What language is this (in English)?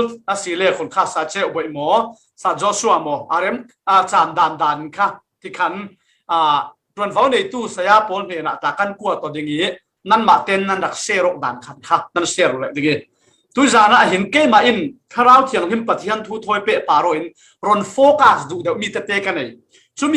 Falam Chin